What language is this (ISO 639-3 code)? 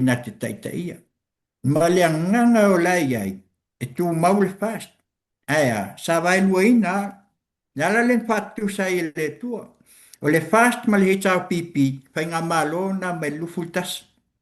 smo